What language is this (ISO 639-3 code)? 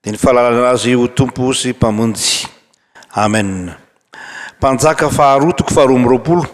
mlg